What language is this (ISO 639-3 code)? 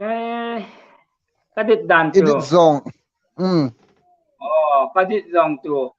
hmr